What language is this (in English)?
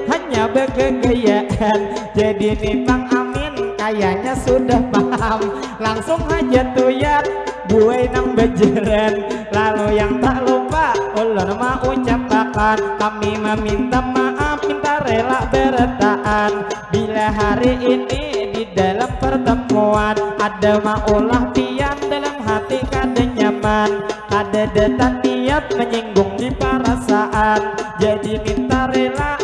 Banjar